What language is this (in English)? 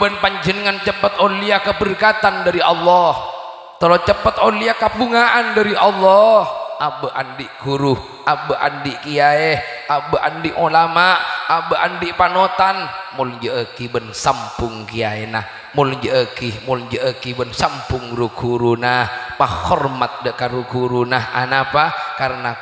Madurese